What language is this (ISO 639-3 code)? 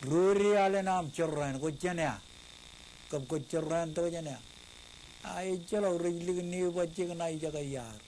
mah